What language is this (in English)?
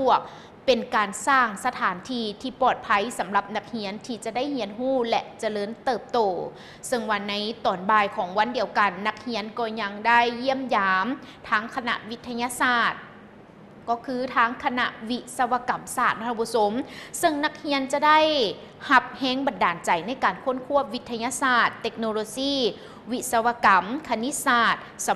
Lao